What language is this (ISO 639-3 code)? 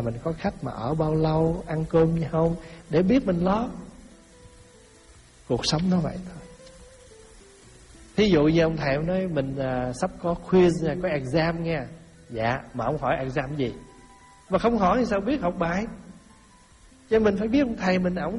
vie